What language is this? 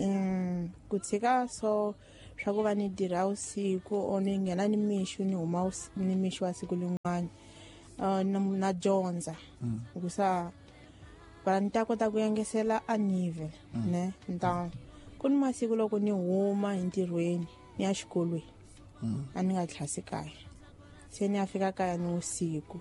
Tsonga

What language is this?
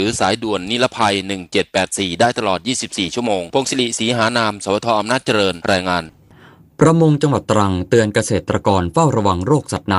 Thai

